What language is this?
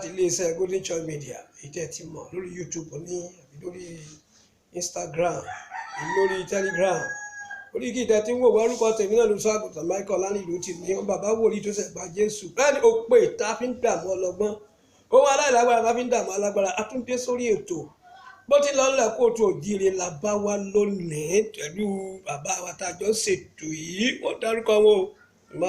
Yoruba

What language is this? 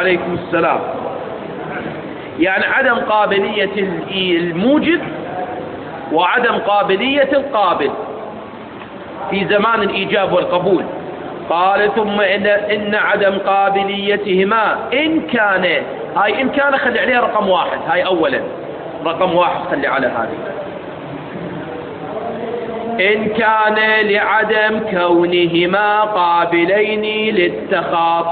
Arabic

